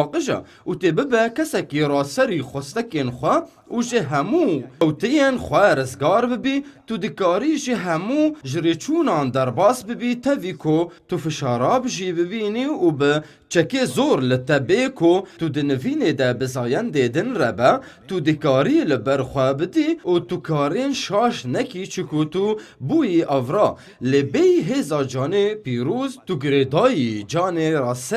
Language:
Kurdish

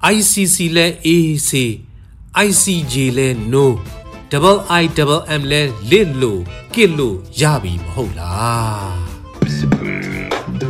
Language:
Burmese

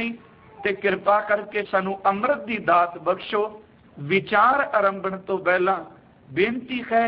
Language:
Punjabi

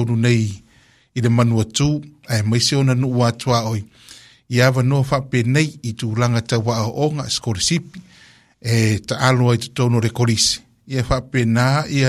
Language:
Samoan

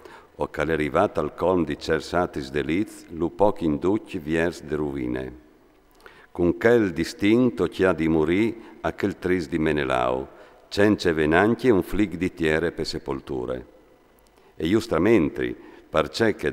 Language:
Friulian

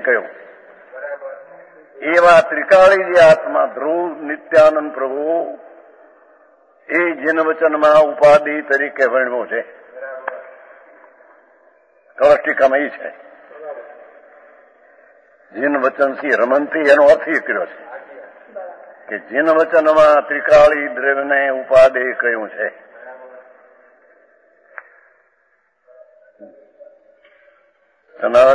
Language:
Gujarati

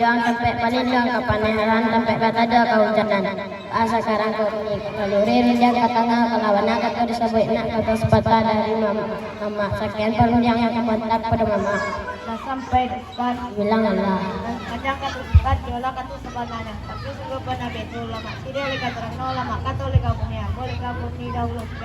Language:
Minangkabau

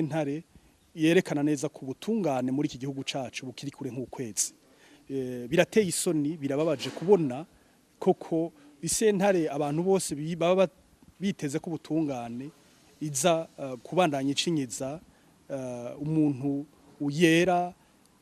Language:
Rundi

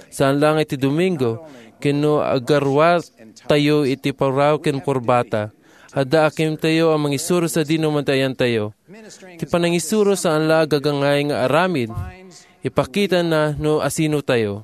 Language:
Iloko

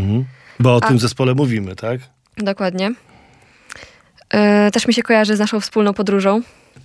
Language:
Polish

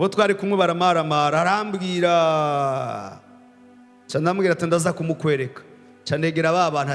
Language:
Rundi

